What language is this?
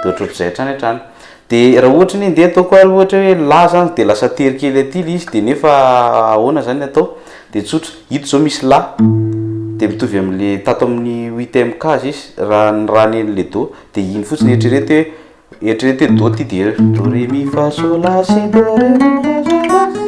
Malagasy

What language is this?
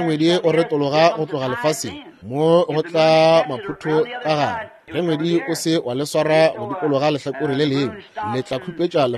Northern Sotho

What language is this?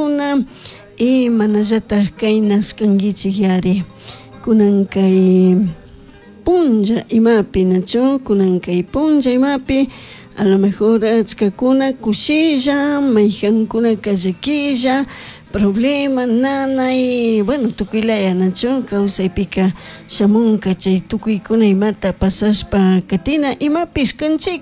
Chimborazo Highland Quichua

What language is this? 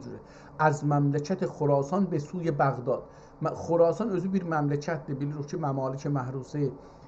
South Azerbaijani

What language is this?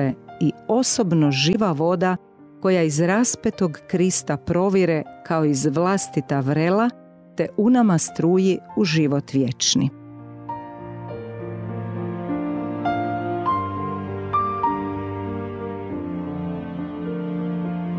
Croatian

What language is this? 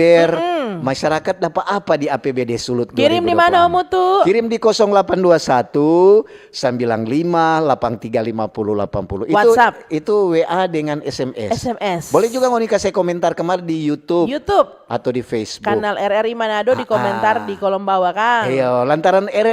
Manado Malay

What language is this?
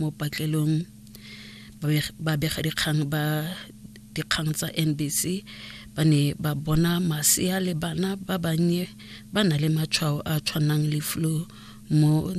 Tswana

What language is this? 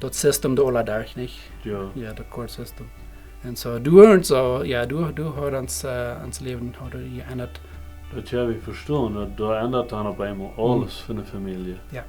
Plautdietsch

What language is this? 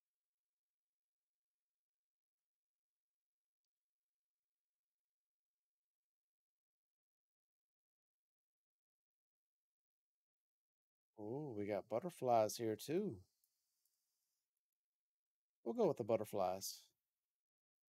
English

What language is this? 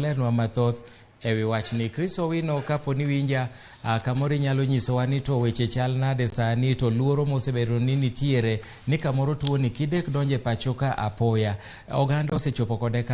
Luo (Kenya and Tanzania)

